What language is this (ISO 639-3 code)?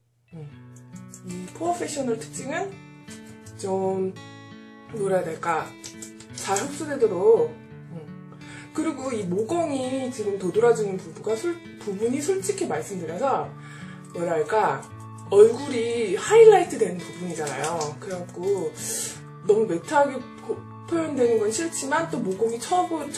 kor